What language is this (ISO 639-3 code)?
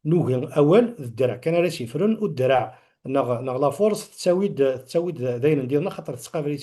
kab